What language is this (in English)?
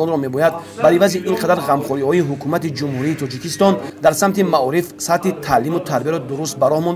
Tajik